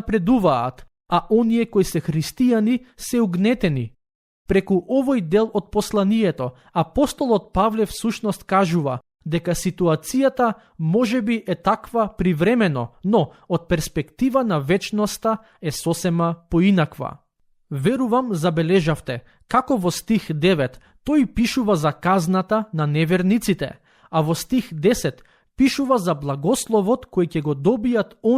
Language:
Macedonian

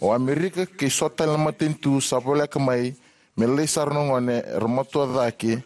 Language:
Fijian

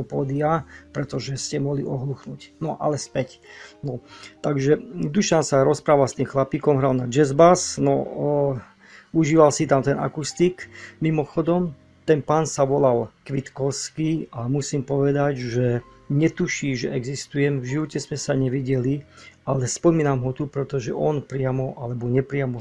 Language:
Slovak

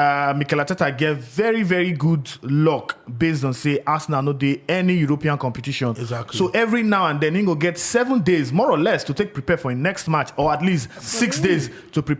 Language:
Nigerian Pidgin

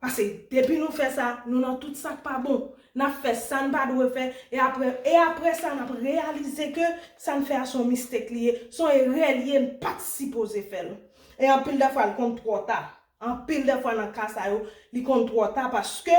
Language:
Haitian Creole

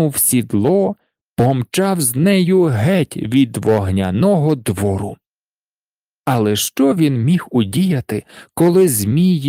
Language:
Ukrainian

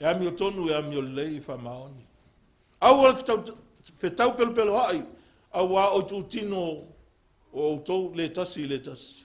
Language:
Samoan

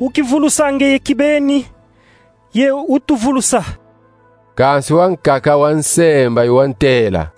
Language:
Kongo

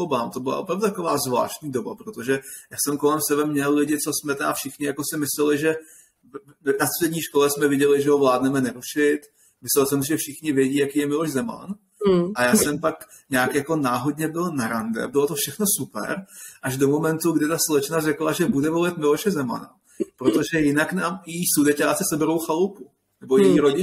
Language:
Czech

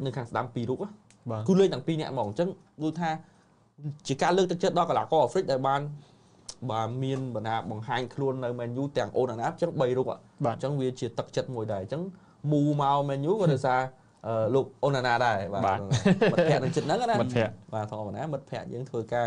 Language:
Khmer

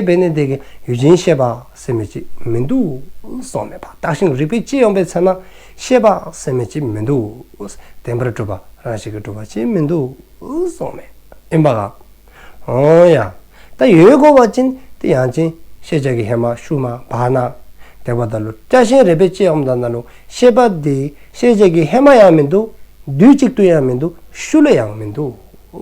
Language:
Dzongkha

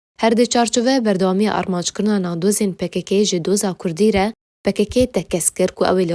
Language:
Kurdish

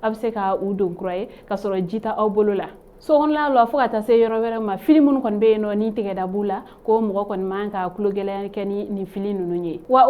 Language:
Bambara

